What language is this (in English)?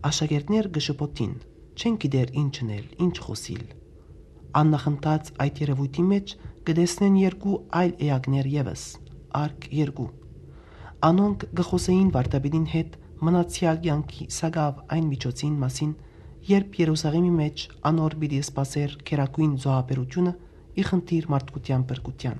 Western Armenian